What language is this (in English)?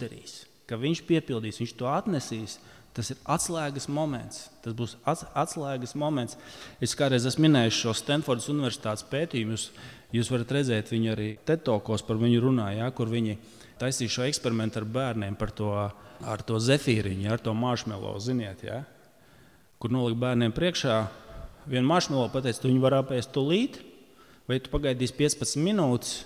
Latvian